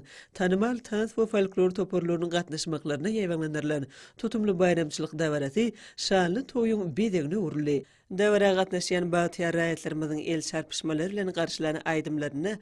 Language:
Turkmen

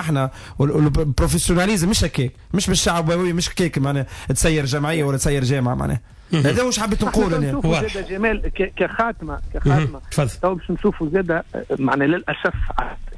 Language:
Tunisian Arabic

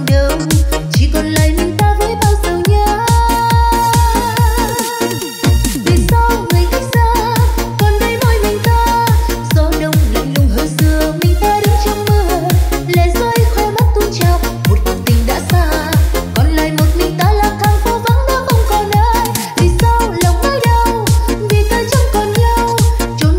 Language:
Vietnamese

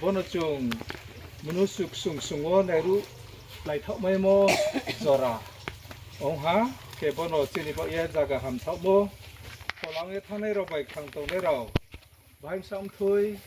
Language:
Riang (India)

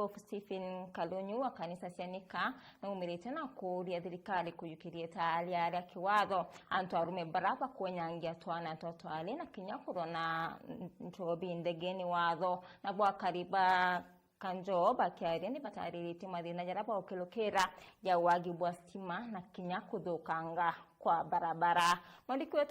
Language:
Meru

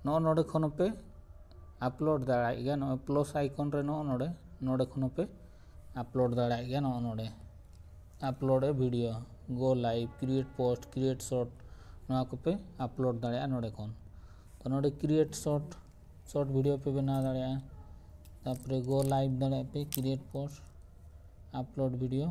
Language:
Santali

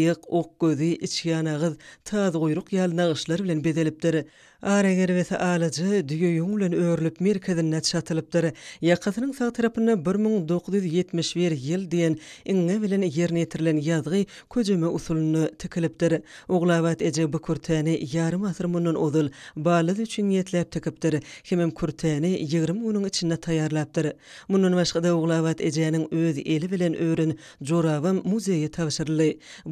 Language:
Turkmen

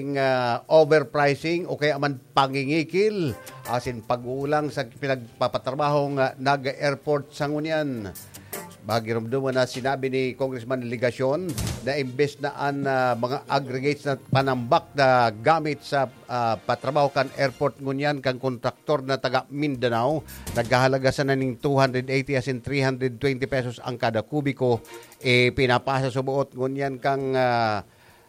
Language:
Bikol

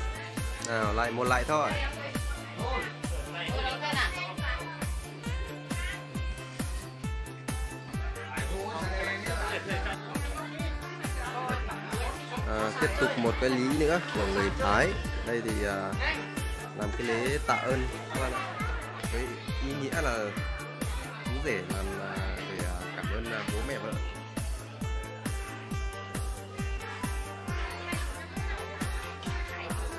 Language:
Vietnamese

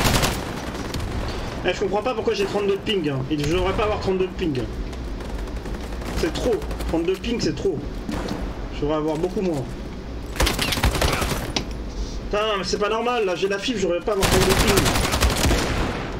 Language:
French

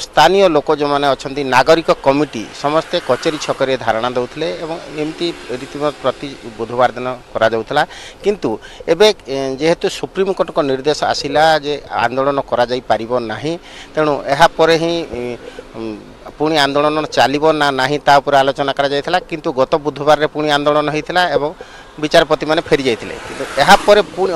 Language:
Odia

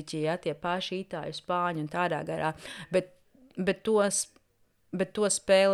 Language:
Latvian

